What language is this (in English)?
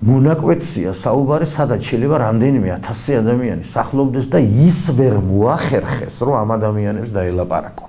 Georgian